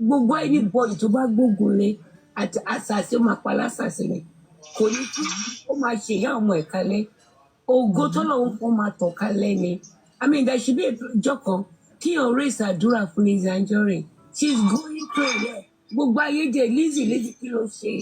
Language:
Yoruba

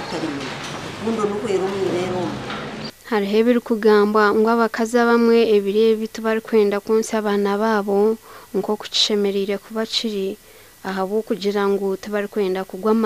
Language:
Nyankole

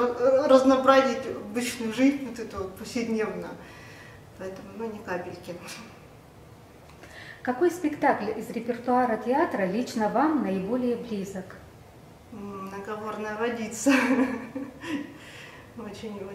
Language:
Russian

